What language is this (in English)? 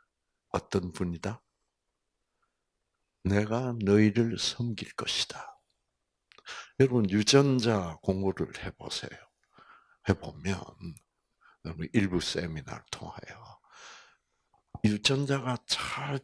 Korean